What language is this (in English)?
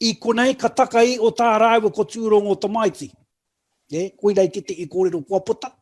Māori